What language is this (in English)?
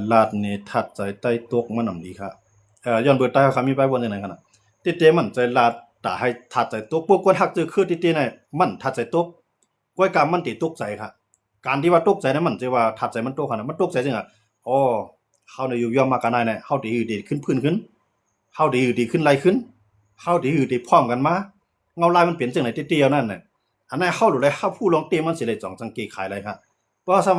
Shan